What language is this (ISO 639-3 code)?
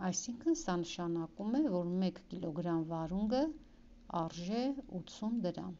hye